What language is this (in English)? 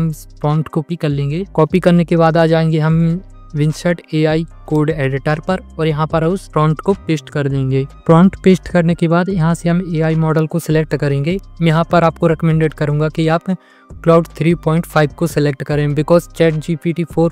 Hindi